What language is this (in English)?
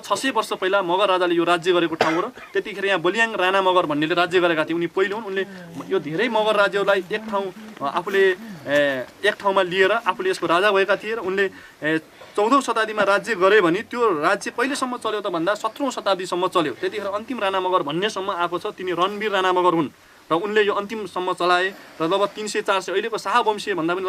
Nepali